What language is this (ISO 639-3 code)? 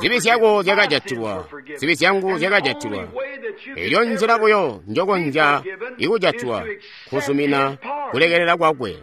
toi